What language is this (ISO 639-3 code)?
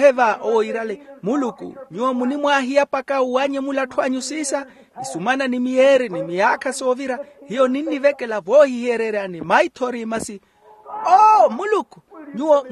vmw